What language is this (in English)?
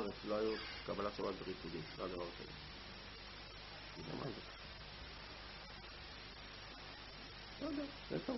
Hebrew